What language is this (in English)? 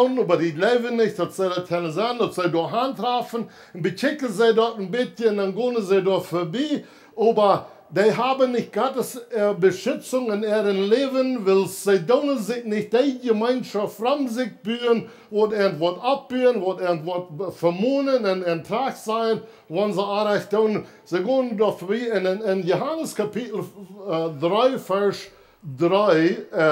Plautdietsch